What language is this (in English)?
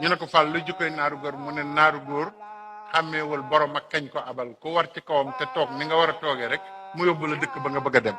Wolof